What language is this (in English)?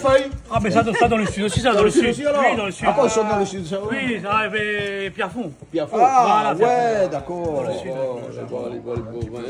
Réunion Creole French